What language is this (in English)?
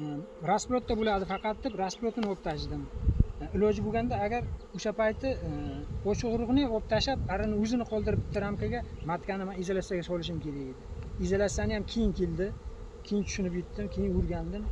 Uzbek